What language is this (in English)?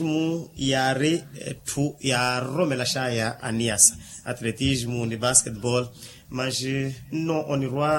Makhuwa